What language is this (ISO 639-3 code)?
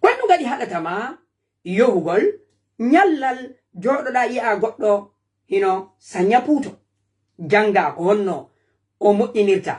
ful